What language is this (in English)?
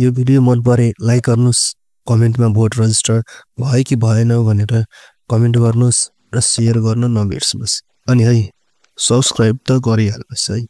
Nepali